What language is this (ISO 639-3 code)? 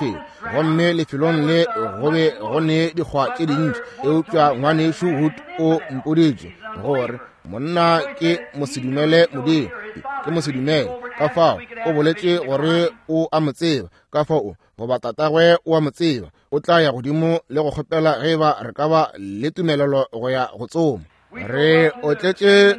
nso